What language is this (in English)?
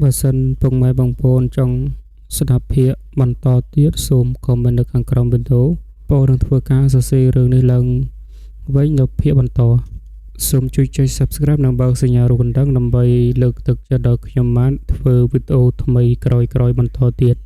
Khmer